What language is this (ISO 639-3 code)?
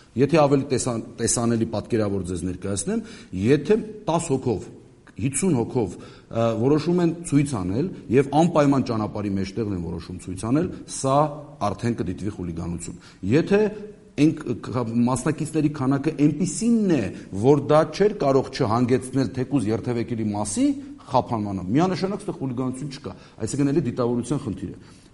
hye